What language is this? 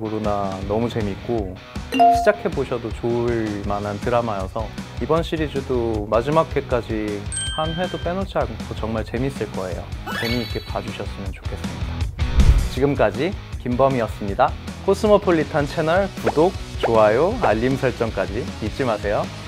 Korean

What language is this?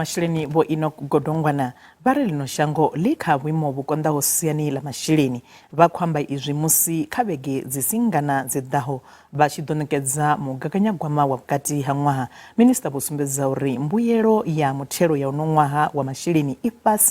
Venda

